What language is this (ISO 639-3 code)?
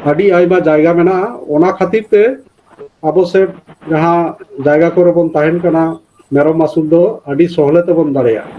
sat